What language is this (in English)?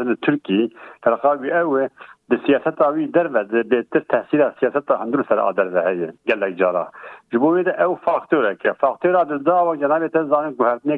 Kurdish